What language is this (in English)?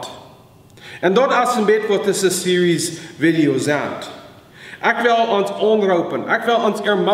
Plautdietsch